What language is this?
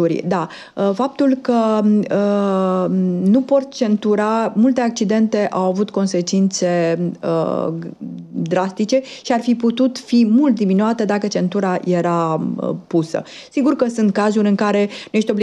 Romanian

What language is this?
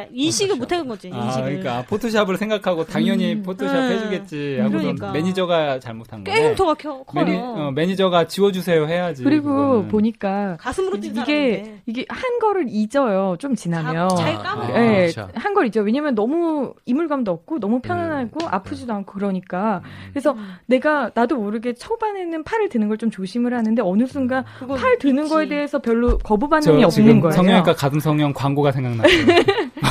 Korean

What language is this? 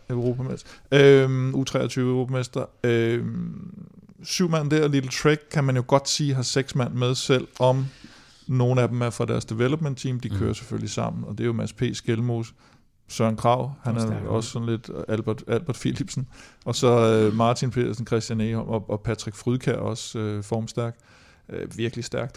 Danish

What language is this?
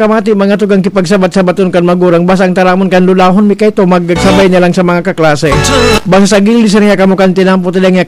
Bikol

